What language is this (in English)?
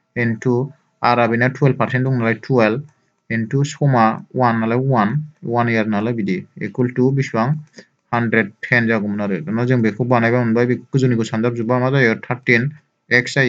Bodo